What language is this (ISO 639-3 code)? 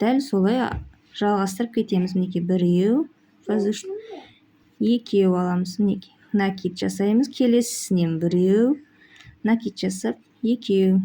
kaz